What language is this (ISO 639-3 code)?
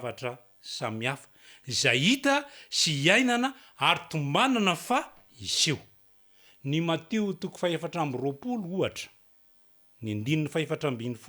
mlg